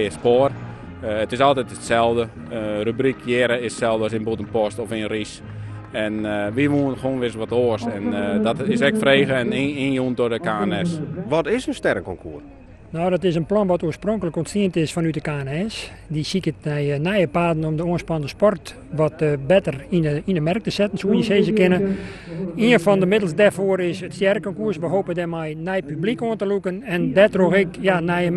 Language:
Western Frisian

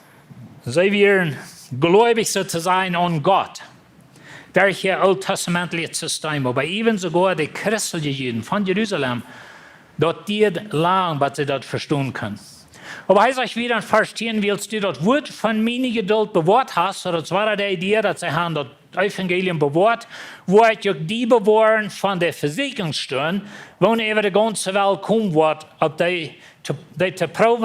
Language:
Plautdietsch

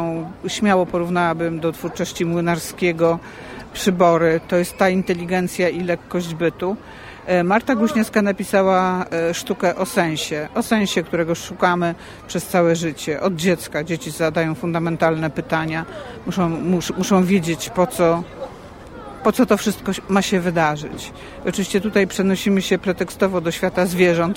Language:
Polish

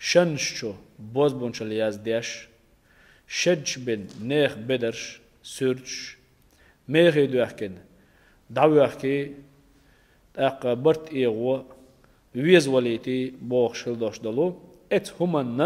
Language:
Chechen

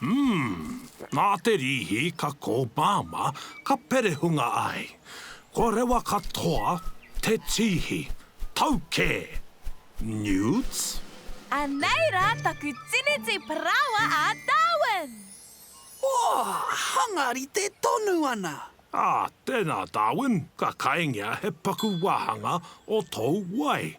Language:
Māori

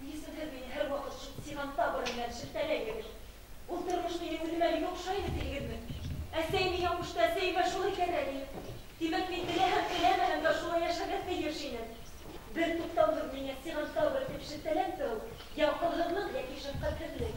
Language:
Bashkir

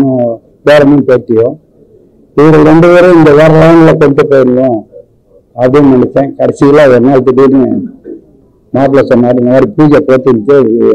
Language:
Tamil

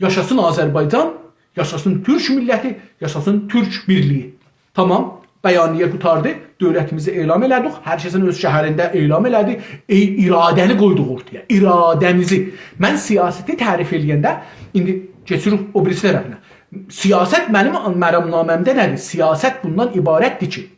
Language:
South Azerbaijani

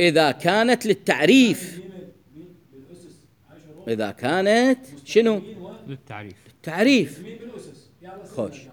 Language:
Mesopotamian Arabic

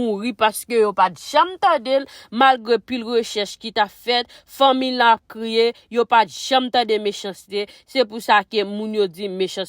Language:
Haitian Creole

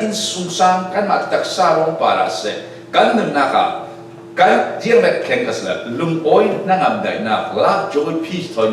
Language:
Falam Chin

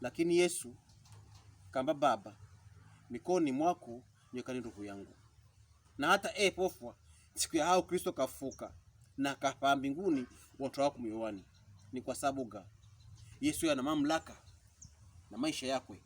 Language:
Pokomo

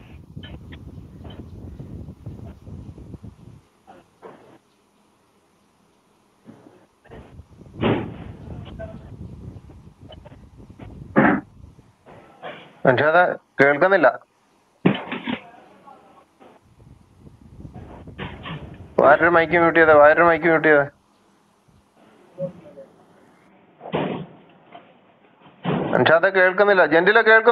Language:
Malayalam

